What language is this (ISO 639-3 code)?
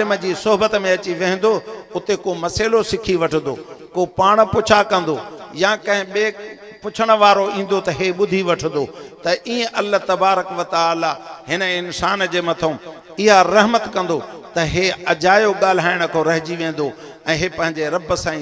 snd